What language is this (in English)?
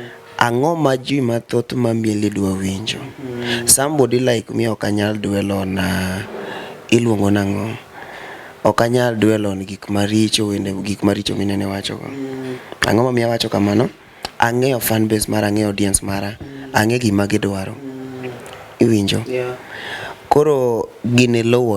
Luo (Kenya and Tanzania)